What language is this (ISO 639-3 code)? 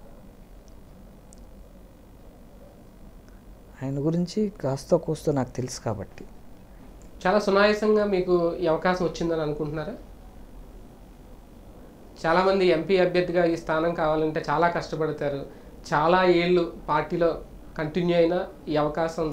tel